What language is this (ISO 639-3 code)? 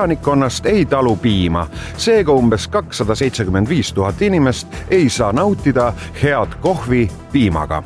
est